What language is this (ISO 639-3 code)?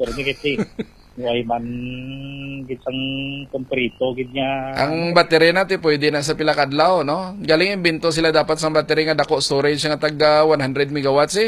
hil